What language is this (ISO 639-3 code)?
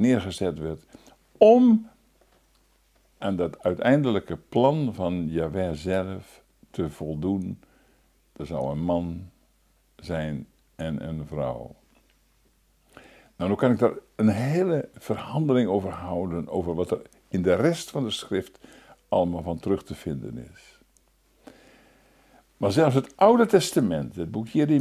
nld